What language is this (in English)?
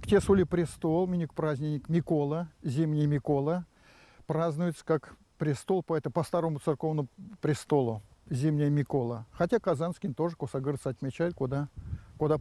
Erzya